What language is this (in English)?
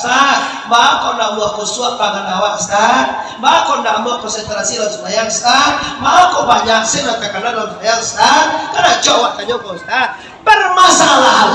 Minangkabau